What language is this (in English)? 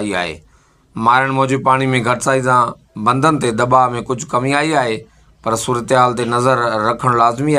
Sindhi